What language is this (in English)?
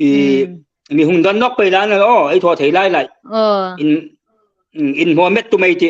Hmar